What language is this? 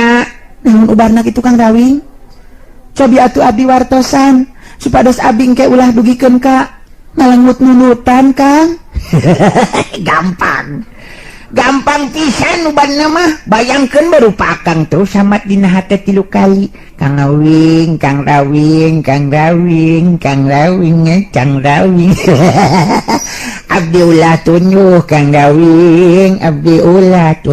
Sundanese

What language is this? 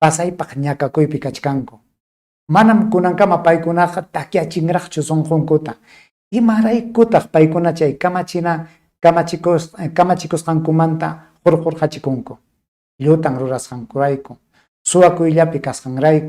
Ayacucho Quechua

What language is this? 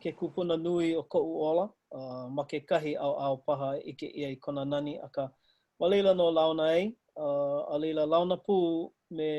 Hawaiian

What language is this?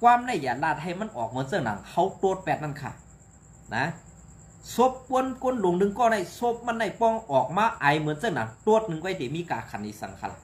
Shan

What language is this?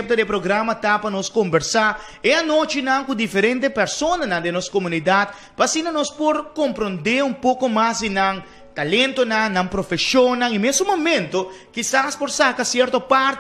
Papiamento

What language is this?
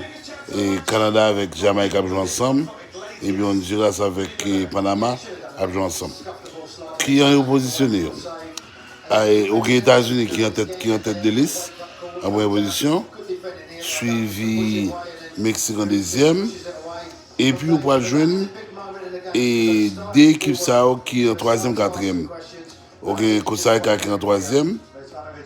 Haitian Creole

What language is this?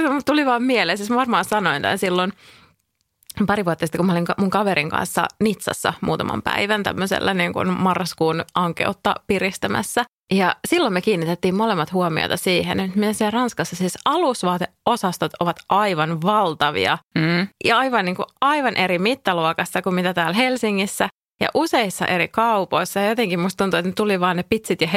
Finnish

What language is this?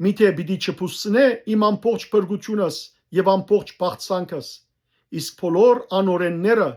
Western Armenian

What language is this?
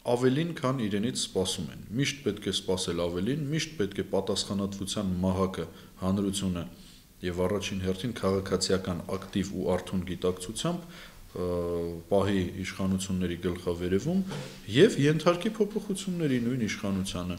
Armenian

